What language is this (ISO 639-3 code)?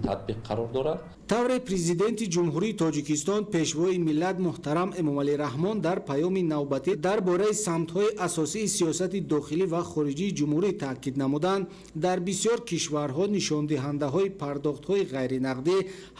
tgk